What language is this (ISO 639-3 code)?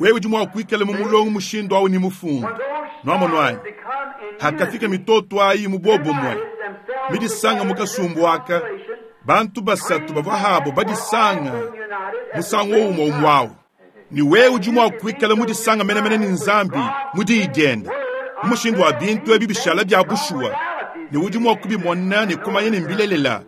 lua